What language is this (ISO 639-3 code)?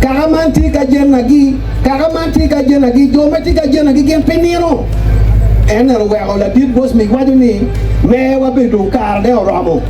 ach